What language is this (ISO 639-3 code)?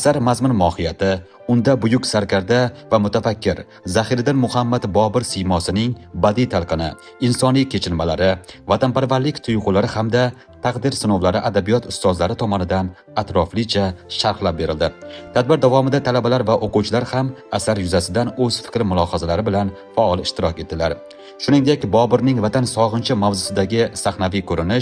uzb